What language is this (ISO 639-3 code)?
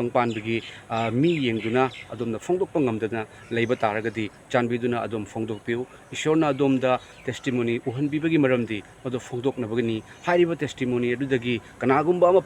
mni